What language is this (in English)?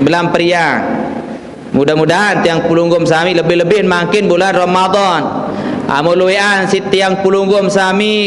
Sasak